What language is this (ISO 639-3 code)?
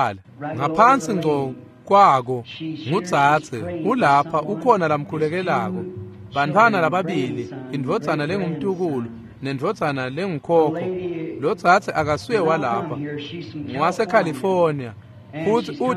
ssw